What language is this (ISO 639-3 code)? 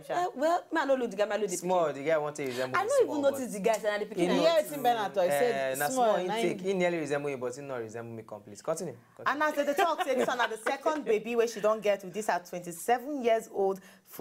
pcm